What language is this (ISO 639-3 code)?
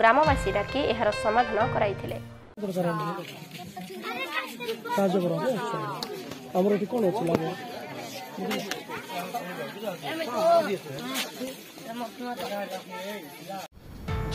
ori